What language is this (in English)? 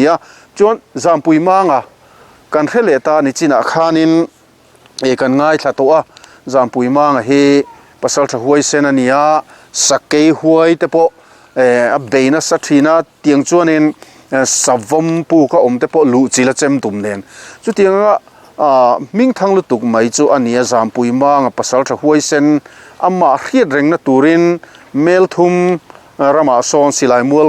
Mizo